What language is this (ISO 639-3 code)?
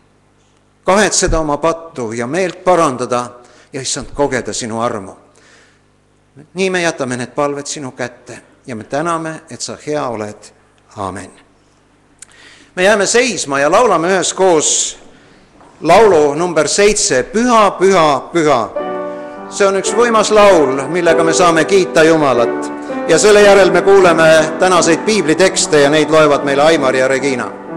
est